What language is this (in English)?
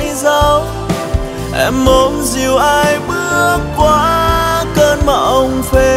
Vietnamese